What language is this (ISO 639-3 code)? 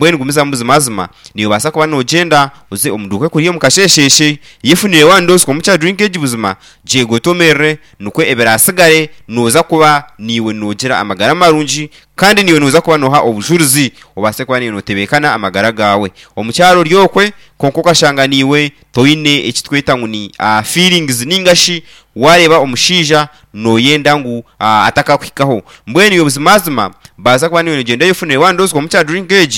nyn